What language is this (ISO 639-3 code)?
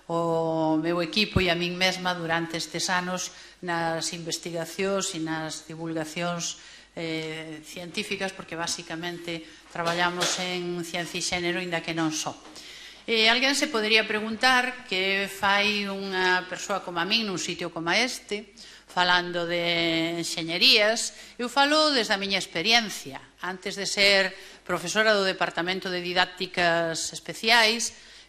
glg